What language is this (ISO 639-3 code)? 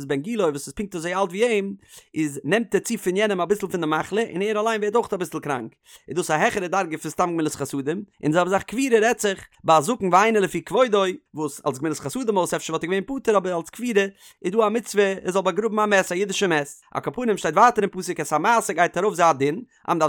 yid